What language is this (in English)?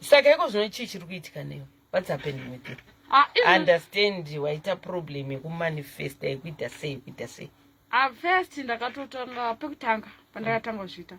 Shona